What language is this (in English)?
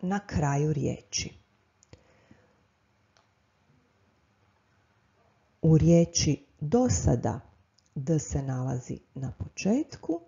Croatian